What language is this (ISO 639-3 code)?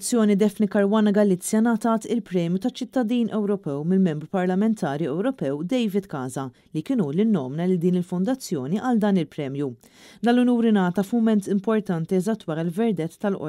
mlt